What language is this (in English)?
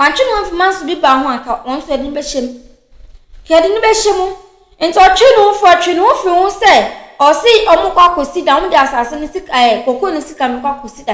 Akan